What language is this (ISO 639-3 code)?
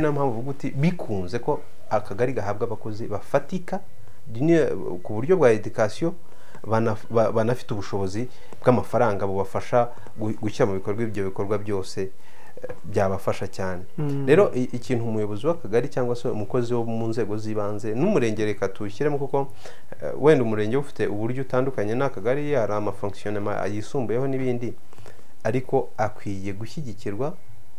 kin